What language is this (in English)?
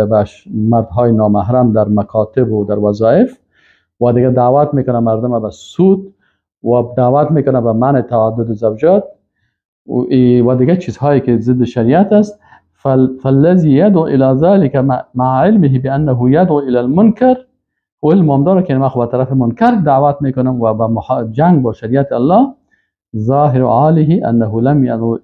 Persian